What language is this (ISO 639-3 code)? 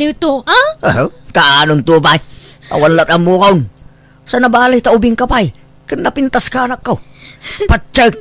ilo